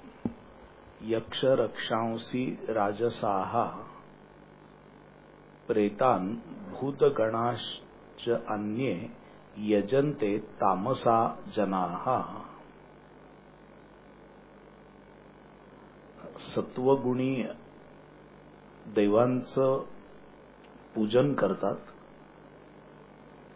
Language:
Marathi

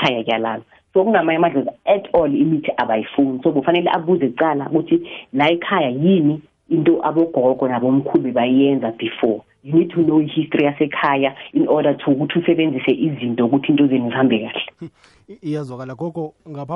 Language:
South Ndebele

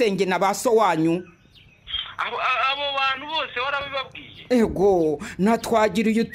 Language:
Kinyarwanda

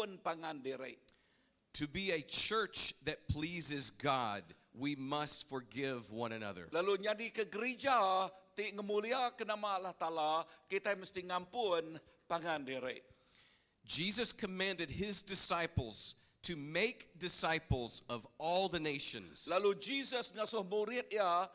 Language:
Iban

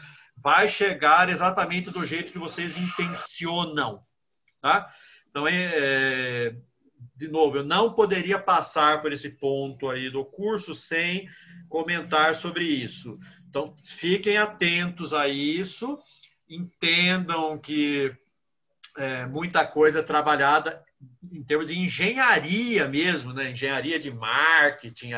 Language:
Portuguese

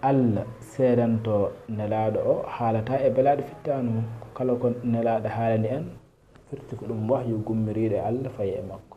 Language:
Fula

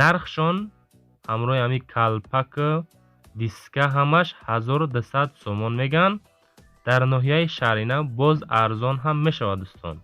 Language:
Tajik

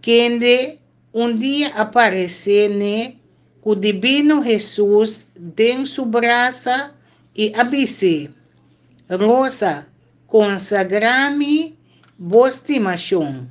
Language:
Papiamento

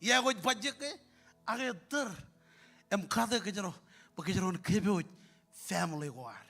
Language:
Marshallese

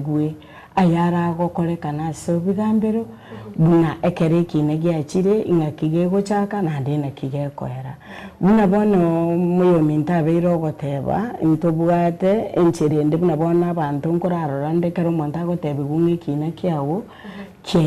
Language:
Gusii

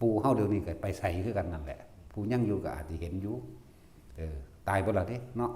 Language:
Northeastern Thai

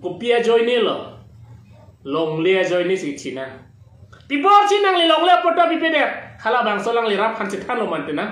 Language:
Karbi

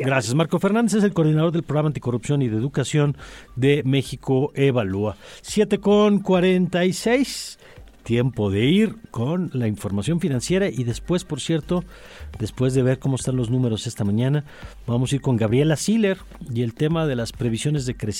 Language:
Spanish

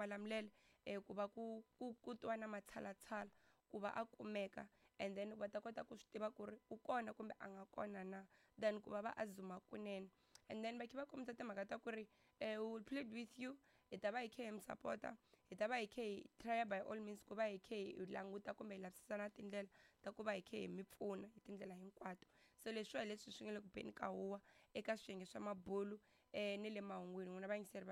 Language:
Tsonga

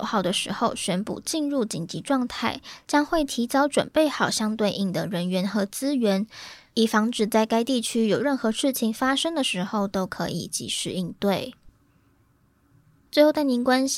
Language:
Chinese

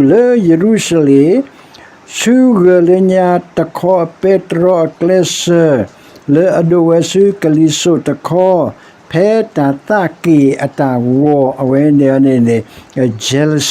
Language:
S'gaw Karen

